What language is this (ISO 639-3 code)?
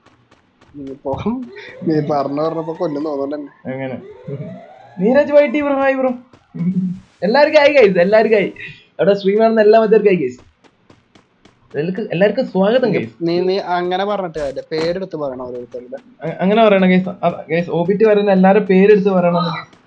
mal